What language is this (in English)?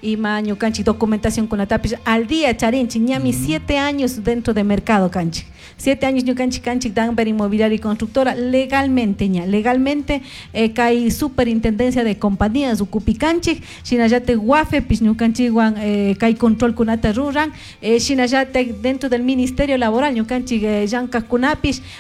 Chimborazo Highland Quichua